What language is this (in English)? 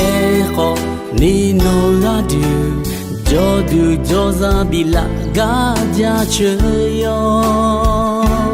Akha